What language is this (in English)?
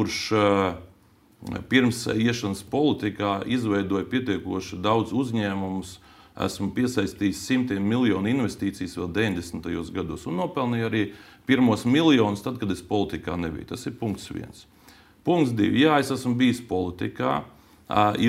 Latvian